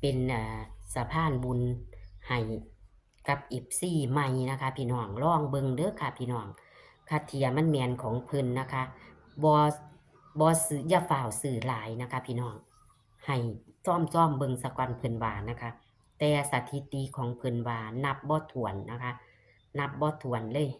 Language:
Northeastern Thai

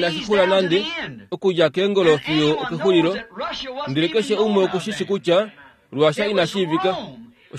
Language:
Kuanyama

